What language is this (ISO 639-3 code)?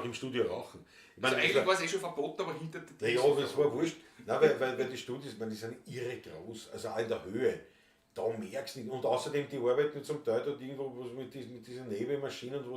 bar